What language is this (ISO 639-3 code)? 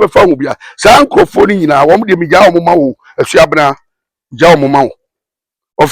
aka